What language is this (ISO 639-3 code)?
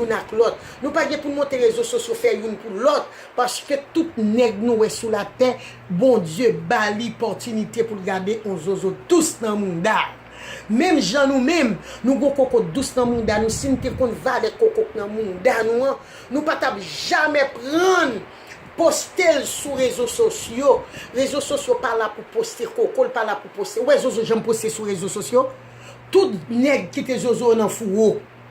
hat